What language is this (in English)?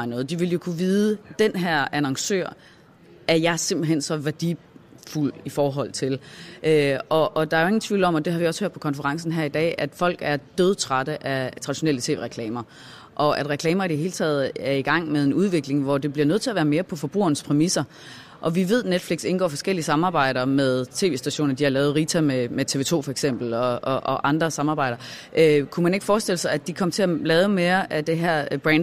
Danish